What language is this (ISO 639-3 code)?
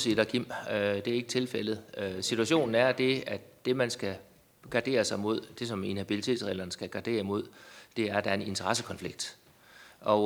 dan